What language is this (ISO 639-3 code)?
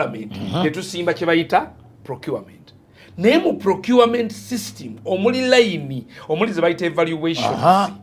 lug